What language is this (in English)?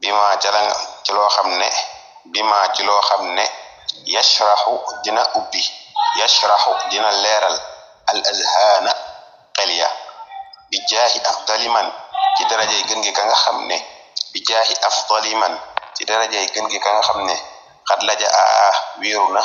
Wolof